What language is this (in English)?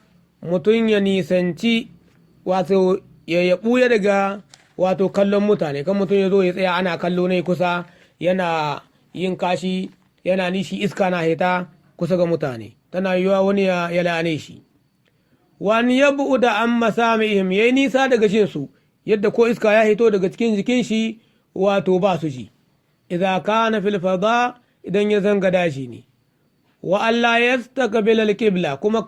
Hausa